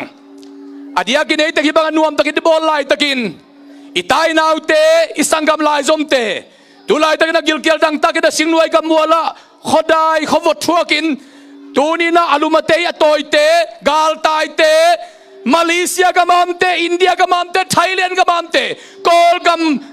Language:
Tedim Chin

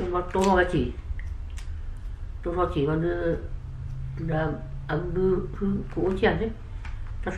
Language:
S'gaw Karen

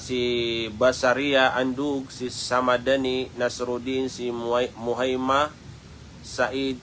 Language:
Maranao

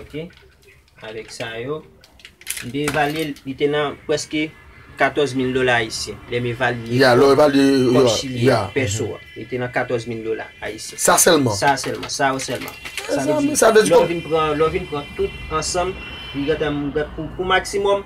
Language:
Haitian Creole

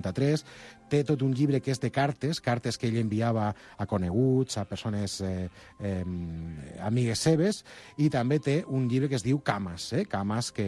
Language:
Catalan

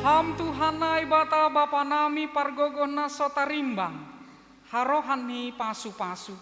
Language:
Batak Simalungun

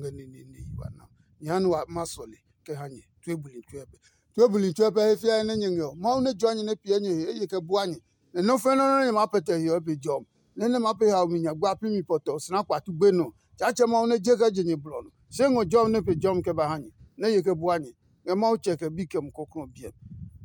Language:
Adangme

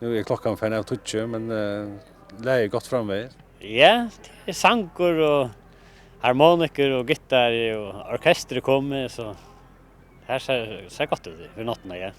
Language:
Faroese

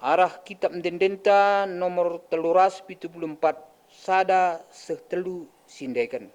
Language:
Batak Karo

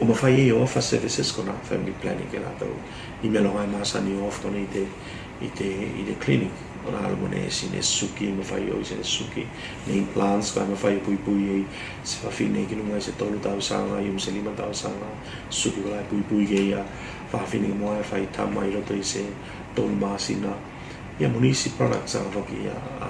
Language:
Tuvalu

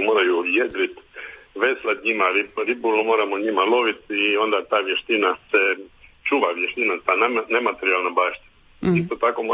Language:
Croatian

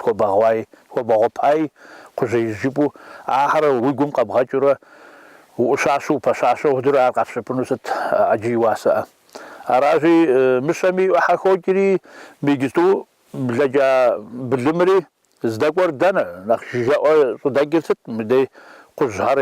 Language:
Kabardian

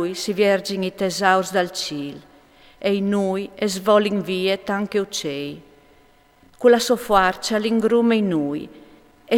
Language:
Friulian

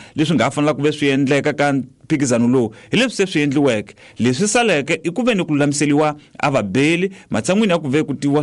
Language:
Tsonga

